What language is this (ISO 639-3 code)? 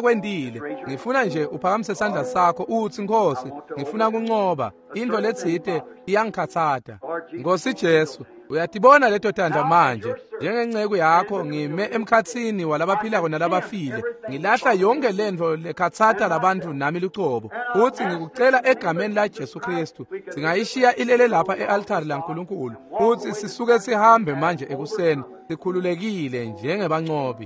ssw